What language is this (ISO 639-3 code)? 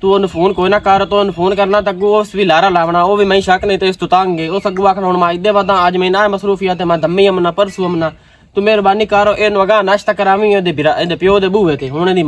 lah